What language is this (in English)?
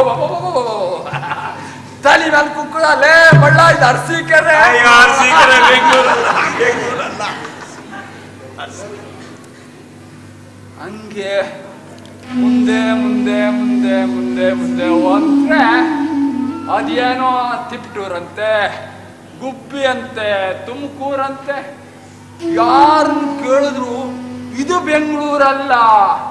Kannada